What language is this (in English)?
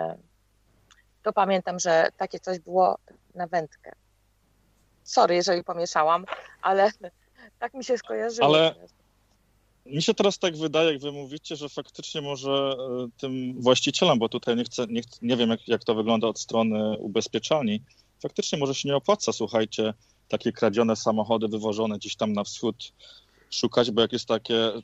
Polish